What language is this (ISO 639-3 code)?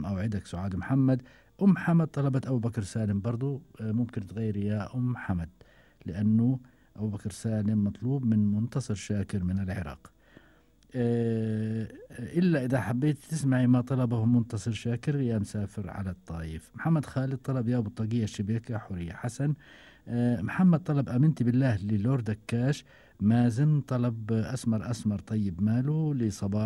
afb